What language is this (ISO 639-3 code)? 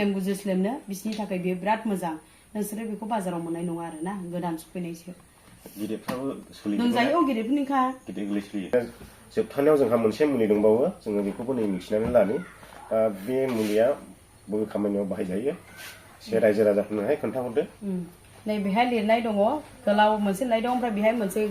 brx